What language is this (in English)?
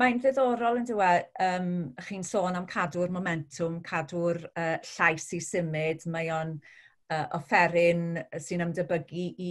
Welsh